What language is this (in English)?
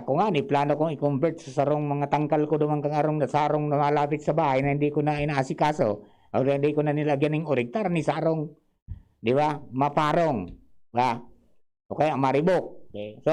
Bikol